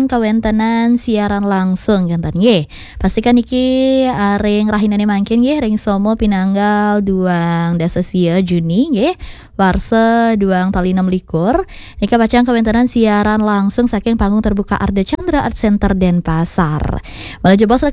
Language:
Balinese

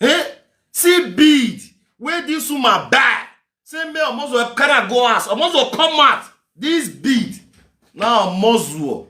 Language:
Nigerian Pidgin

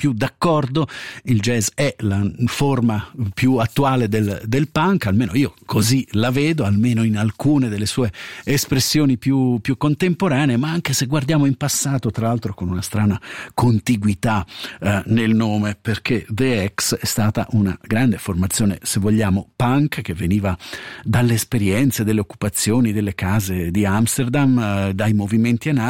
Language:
Italian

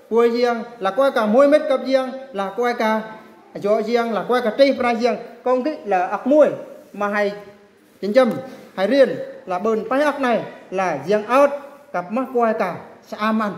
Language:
Eastern Bru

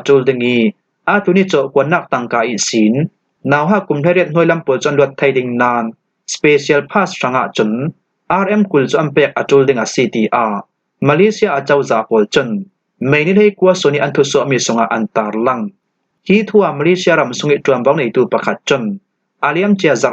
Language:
Falam Chin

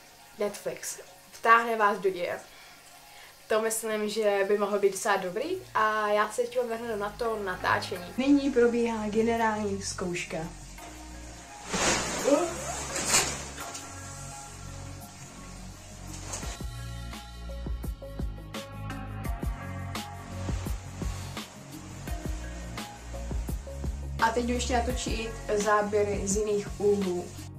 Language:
Czech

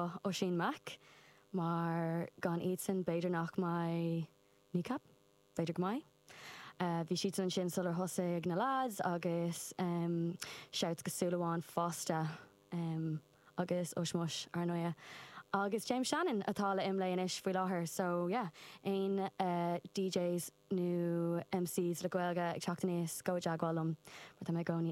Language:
Irish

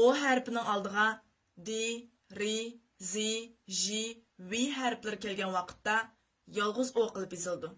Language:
Uyghur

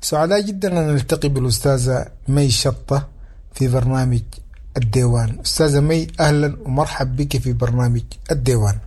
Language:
Sudanese Arabic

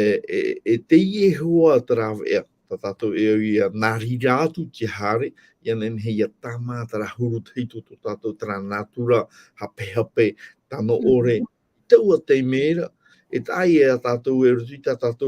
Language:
Tahitian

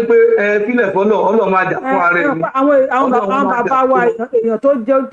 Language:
Yoruba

